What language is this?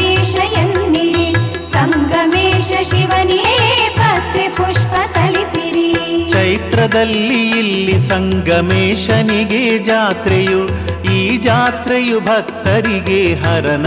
Kannada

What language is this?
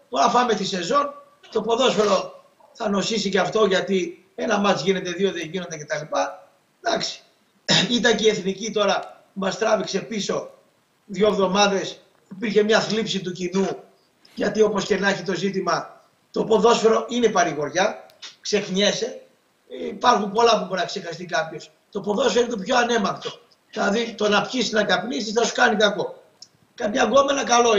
Greek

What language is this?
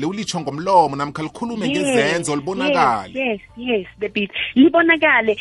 South Ndebele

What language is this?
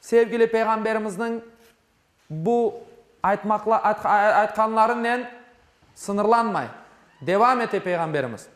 Crimean Tatar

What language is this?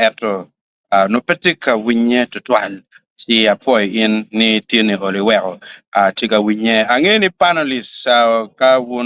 Acoli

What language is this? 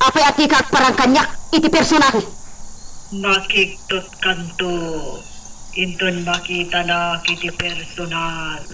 Iloko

